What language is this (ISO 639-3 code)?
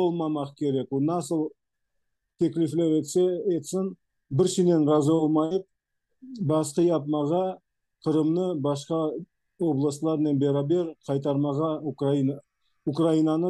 crh